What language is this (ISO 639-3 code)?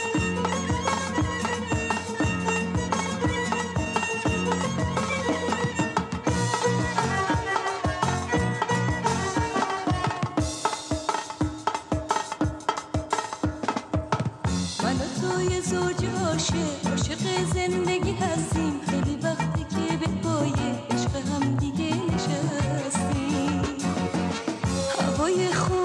fas